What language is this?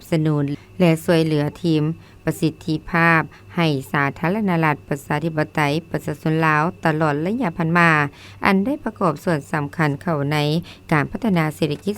Lao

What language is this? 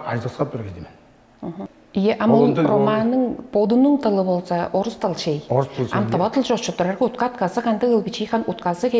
Tuvinian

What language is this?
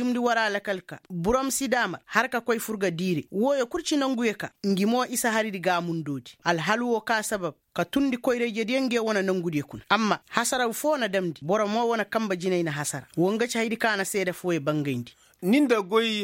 Koyraboro Senni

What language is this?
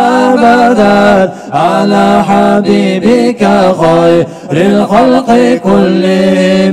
Kumyk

